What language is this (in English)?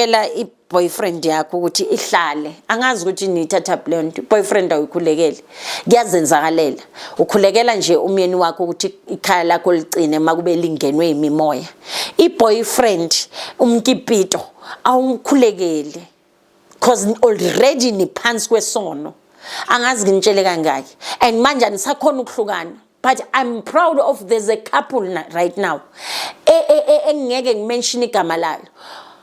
Zulu